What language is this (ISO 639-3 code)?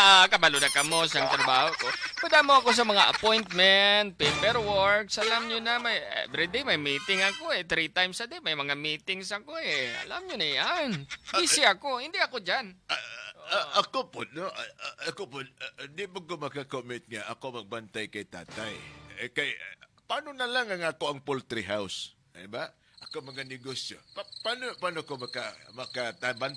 hil